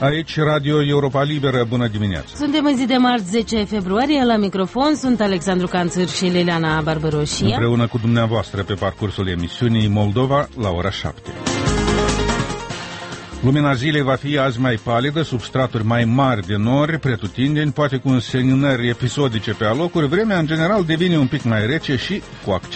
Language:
Romanian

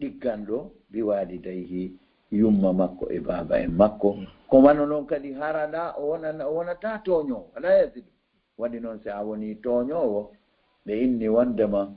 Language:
Fula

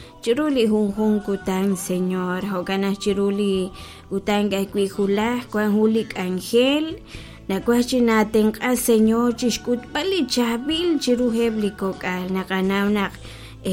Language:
Kekchí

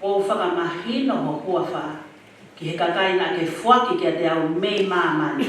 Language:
Tongan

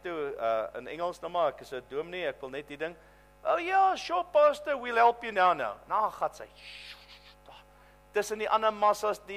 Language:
Afrikaans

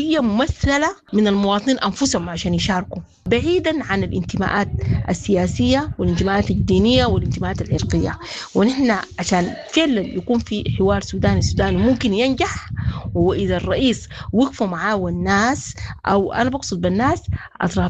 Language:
Sudanese Arabic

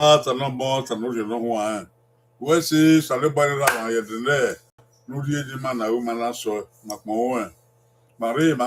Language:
Bini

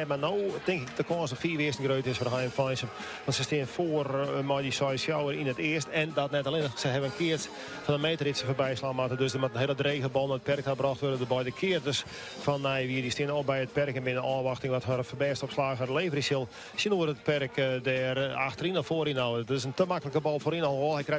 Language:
Western Frisian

